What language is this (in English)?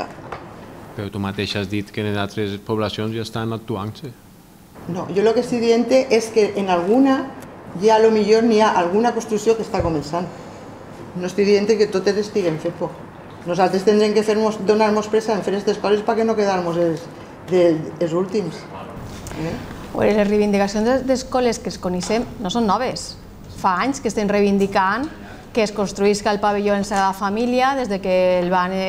Catalan